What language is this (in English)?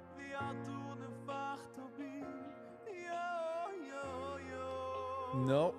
Yiddish